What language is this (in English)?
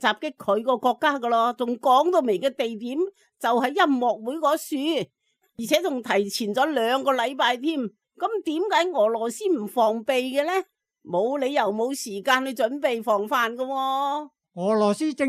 Cantonese